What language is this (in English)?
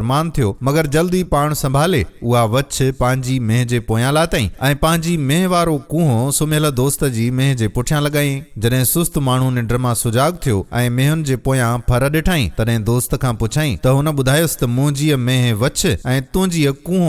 Sindhi